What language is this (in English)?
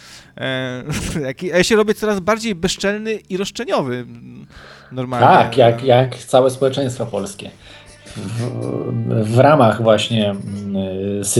Polish